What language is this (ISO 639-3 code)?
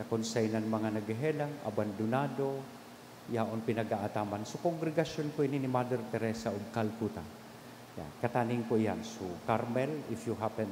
bik